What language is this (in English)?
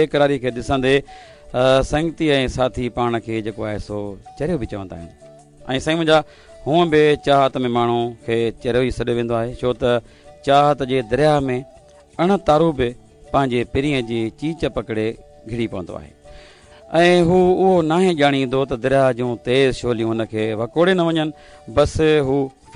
Sindhi